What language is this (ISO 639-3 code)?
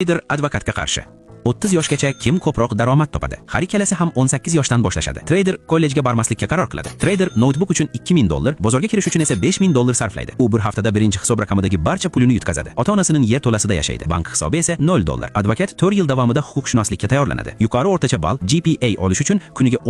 uzb